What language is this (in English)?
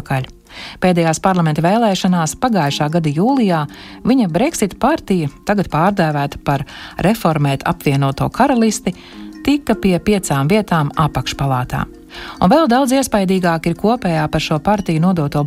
Latvian